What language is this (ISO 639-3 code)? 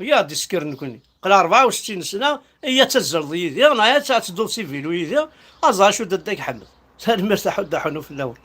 kab